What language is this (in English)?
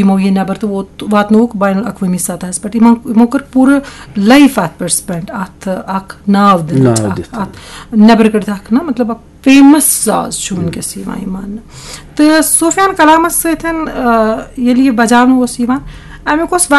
Kashmiri